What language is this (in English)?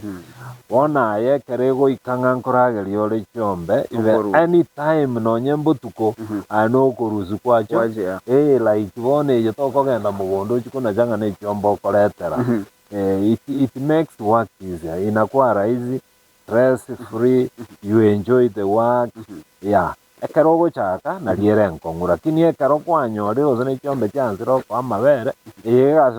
Gusii